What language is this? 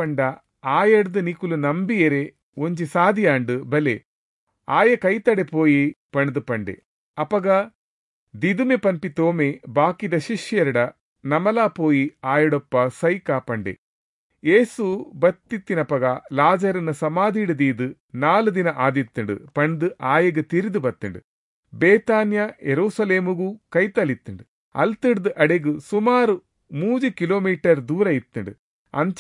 Tulu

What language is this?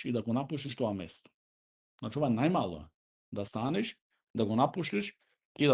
Macedonian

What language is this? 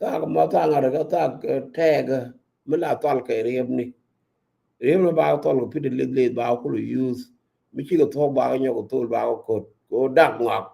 Nuer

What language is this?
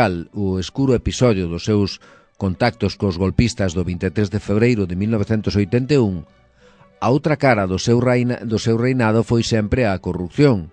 Galician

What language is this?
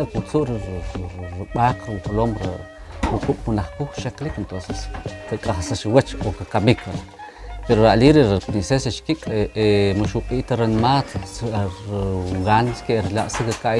Kʼicheʼ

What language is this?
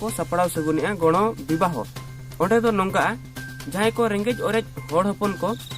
Santali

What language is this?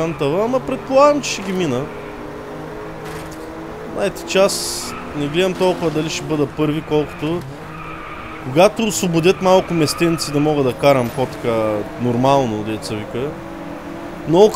Bulgarian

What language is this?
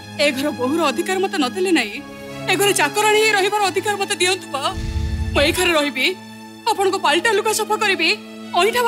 Odia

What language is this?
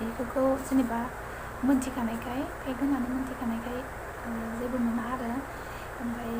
Bodo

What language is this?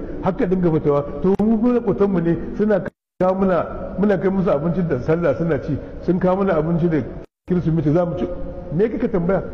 Hausa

